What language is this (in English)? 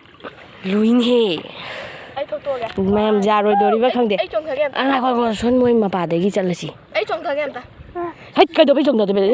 Manipuri